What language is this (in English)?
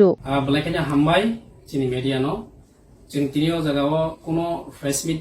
Kok Borok